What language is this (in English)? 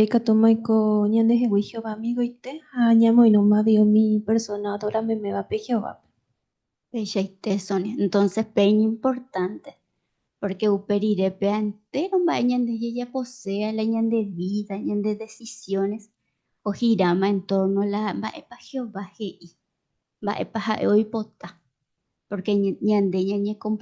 Guarani